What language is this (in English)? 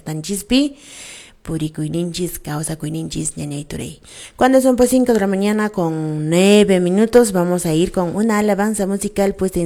Quechua